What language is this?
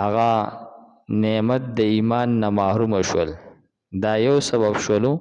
Pashto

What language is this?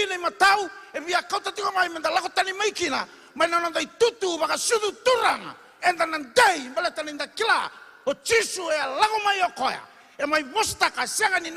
Fijian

